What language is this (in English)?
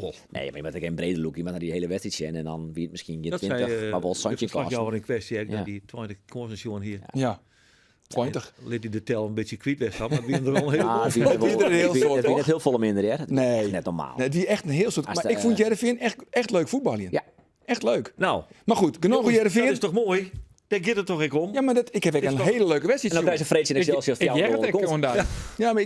Western Frisian